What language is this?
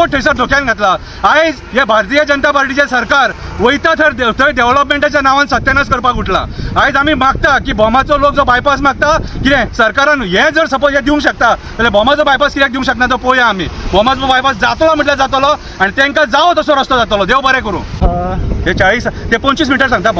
Konkani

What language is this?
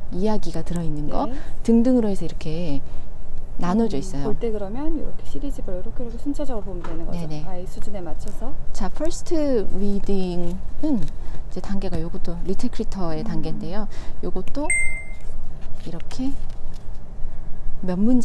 Korean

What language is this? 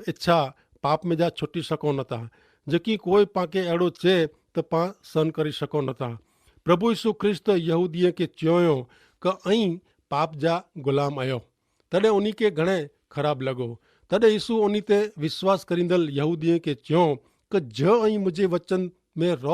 Kachhi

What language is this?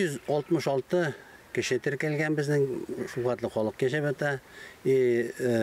Bashkir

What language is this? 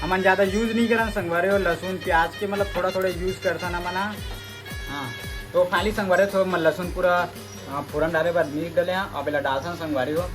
Chhattisgarhi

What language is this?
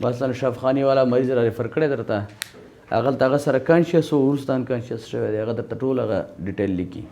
Pashto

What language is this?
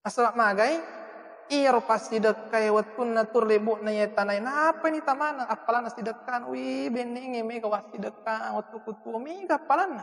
Buginese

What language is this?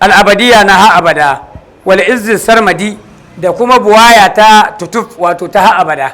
Hausa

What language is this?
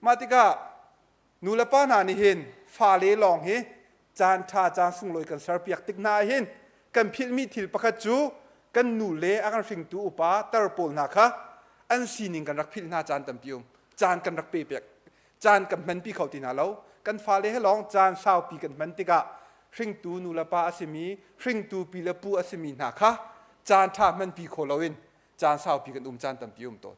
Hakha Chin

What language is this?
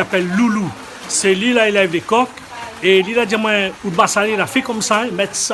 Réunion Creole French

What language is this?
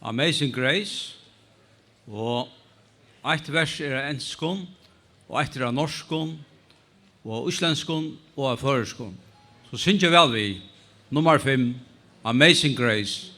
Faroese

